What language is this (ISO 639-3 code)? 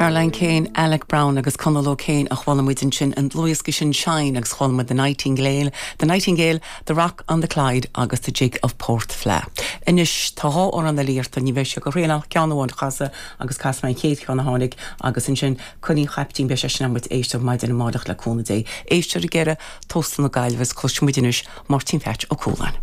gle